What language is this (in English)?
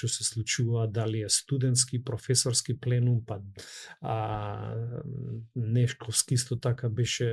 Macedonian